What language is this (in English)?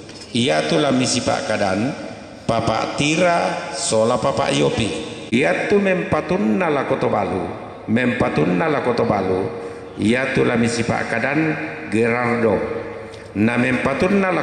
Toraja-Sa'dan